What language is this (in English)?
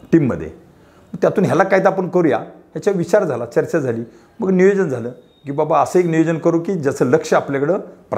Marathi